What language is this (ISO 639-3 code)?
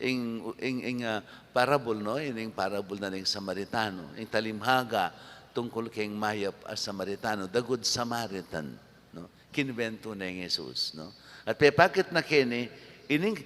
pam